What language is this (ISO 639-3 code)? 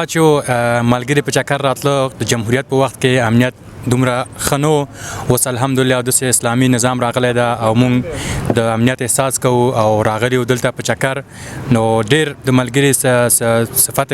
pus